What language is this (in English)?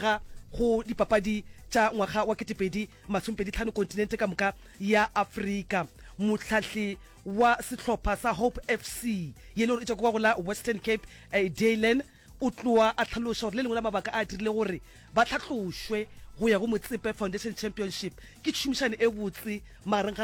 Northern Sotho